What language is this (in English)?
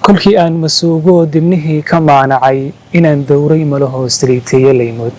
Somali